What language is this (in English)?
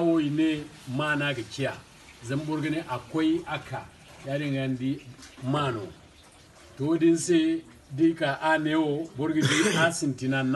Zarma